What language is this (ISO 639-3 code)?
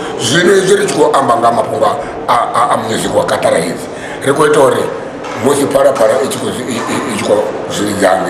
ven